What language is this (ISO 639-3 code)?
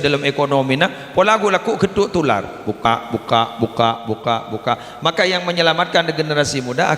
mad